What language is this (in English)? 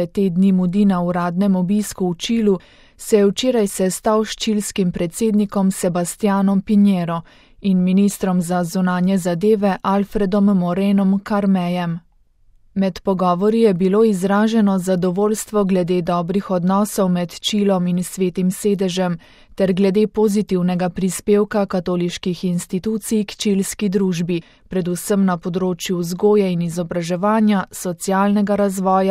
Slovenian